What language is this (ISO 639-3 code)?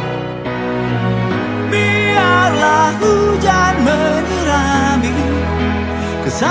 ind